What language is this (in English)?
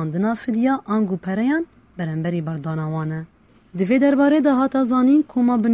Kurdish